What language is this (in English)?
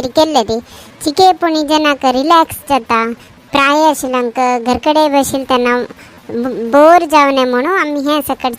Konkani